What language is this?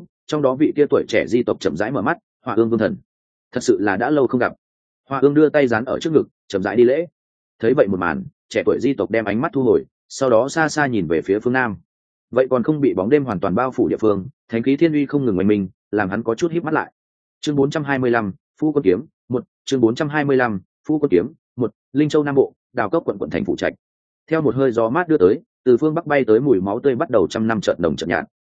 Vietnamese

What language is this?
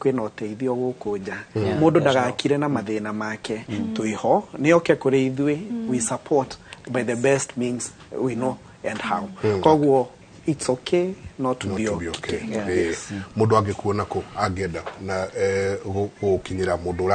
Kikuyu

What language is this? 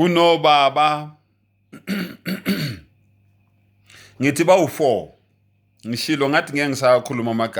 Zulu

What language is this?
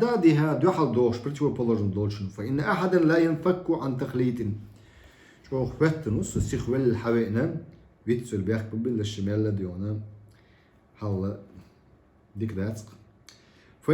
Chechen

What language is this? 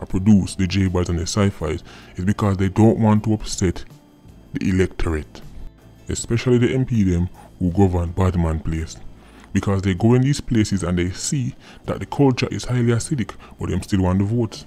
Jamaican Creole English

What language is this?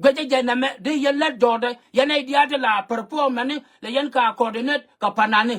Nuer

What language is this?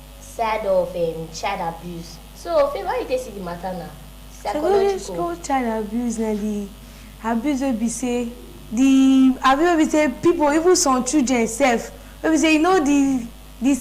Nigerian Pidgin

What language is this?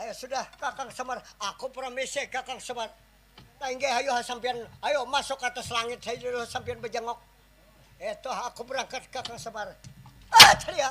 Banjar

